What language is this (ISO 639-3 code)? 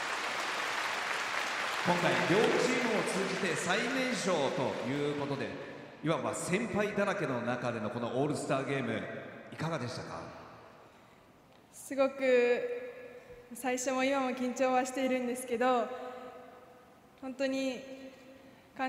jpn